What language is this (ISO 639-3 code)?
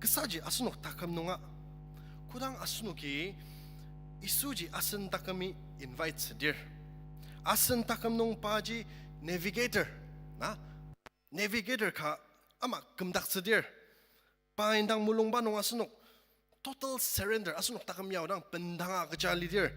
njo